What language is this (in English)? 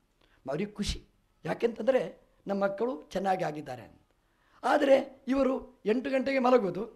Kannada